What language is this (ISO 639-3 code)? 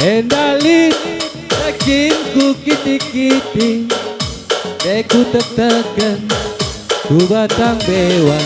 btx